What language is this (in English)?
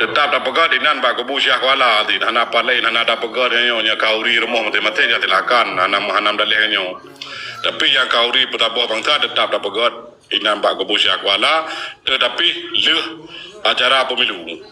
Achinese